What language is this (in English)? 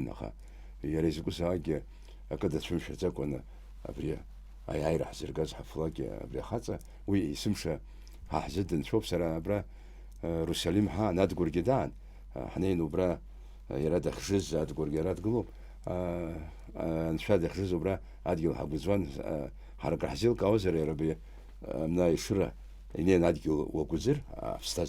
Abkhazian